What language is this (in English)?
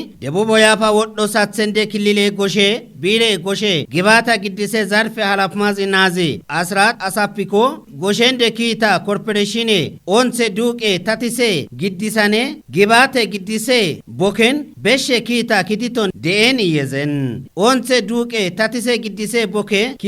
Kafa